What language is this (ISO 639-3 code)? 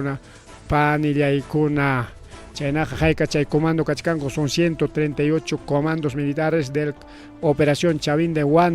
quy